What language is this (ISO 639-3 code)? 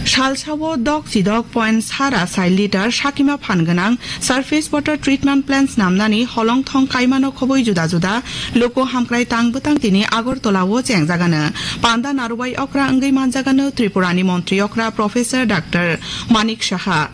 trp